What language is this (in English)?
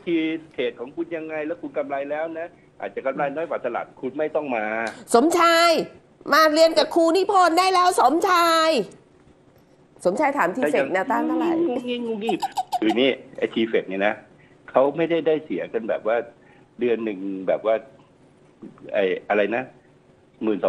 Thai